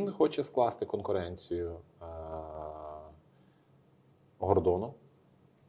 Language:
Ukrainian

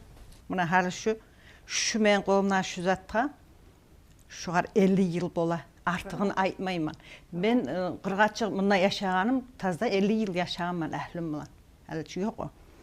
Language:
Kumyk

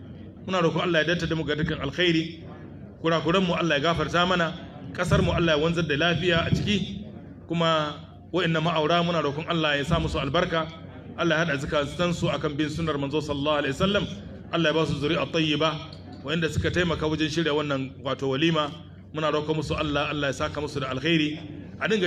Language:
Hausa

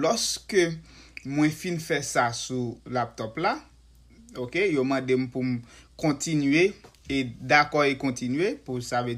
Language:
Haitian Creole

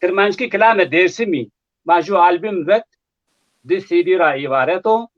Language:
Zaza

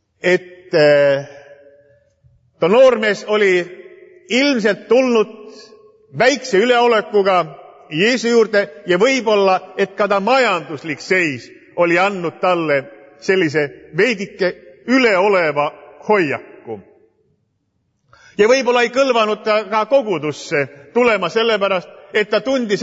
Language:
Estonian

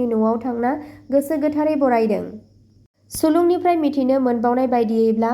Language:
Bodo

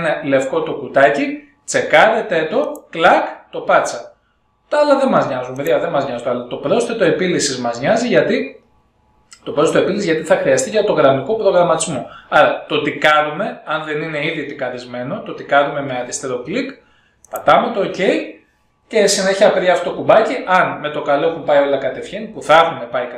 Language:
Greek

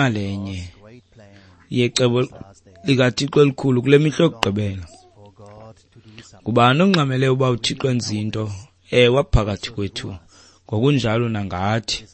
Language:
Xhosa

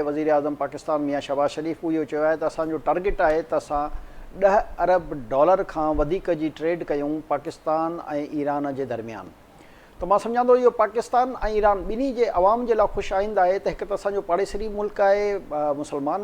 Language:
Sindhi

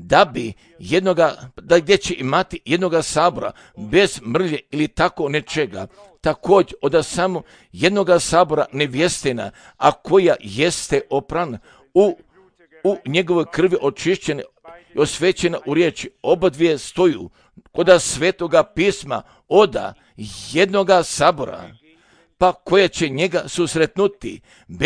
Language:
Croatian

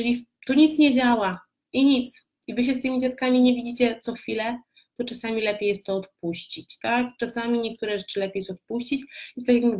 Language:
Polish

